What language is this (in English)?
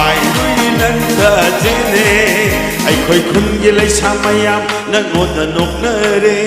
Tangkhul Naga (India)